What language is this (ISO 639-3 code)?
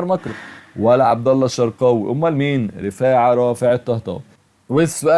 arz